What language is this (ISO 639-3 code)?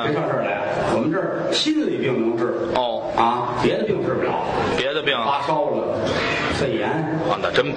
zho